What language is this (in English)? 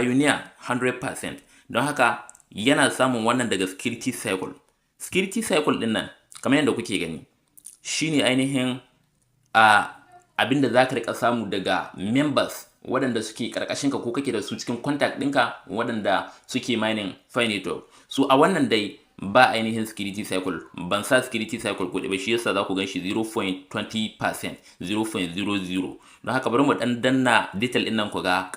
Hausa